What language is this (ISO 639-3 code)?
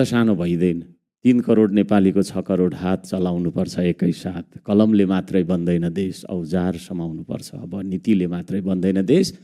nep